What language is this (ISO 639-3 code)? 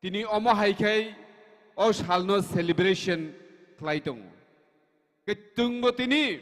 trp